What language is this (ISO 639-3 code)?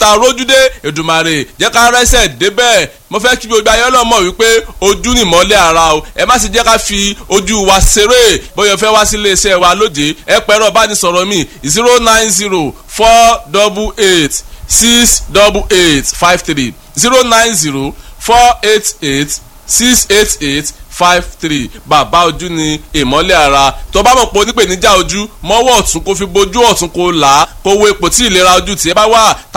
yor